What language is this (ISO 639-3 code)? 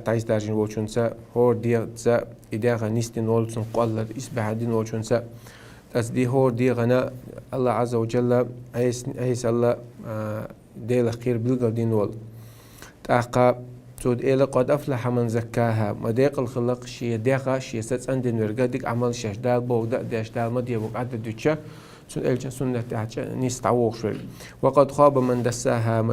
che